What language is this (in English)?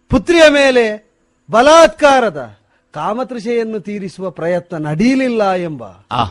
Kannada